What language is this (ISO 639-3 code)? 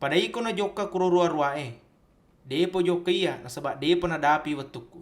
bug